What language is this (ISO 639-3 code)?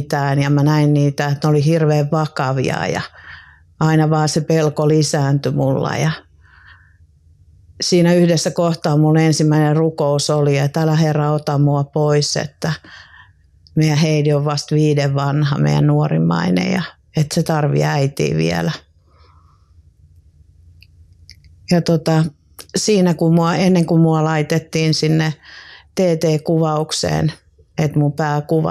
fin